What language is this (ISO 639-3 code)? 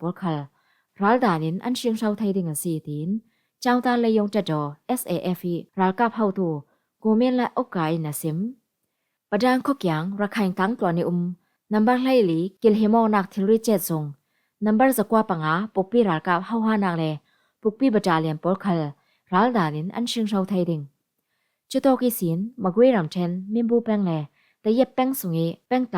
cfm